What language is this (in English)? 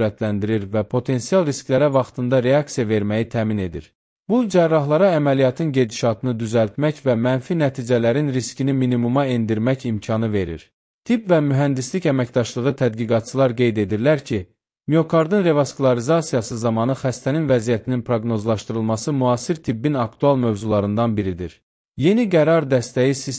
Azerbaijani